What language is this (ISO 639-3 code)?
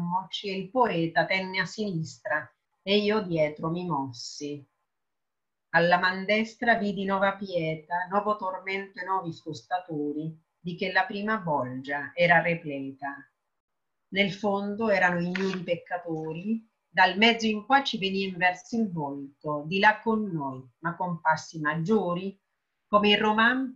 ita